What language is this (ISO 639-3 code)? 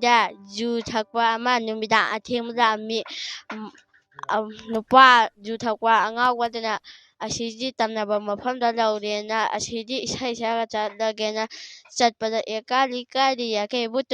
mni